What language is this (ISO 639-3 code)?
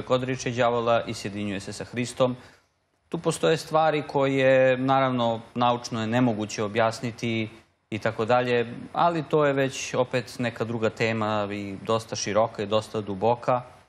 srp